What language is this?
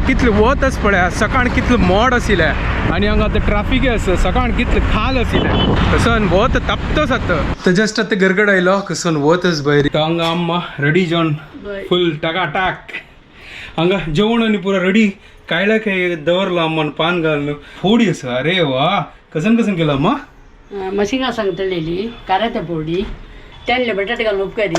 Konkani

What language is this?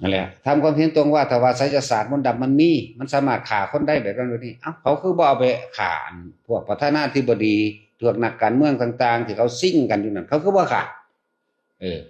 Northeastern Thai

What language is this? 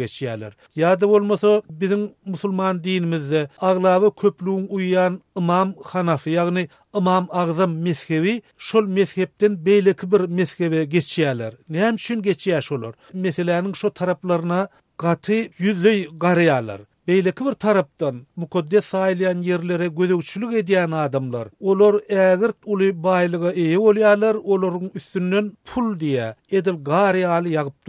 Turkmen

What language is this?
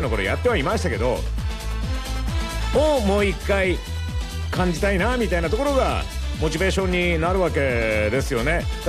Japanese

